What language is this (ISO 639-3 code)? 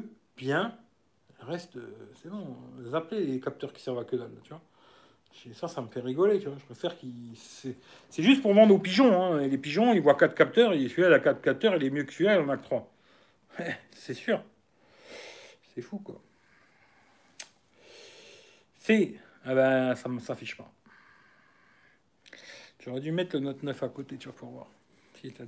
fra